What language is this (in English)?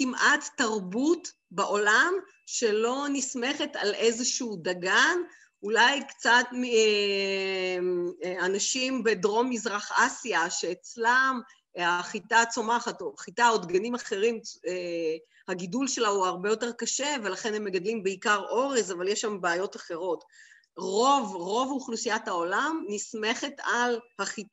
Hebrew